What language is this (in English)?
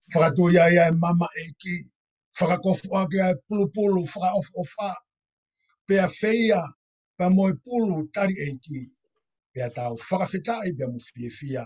Tongan